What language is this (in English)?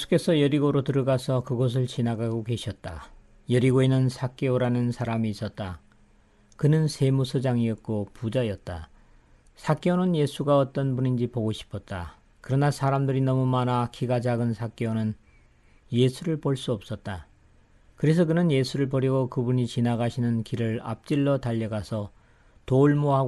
Korean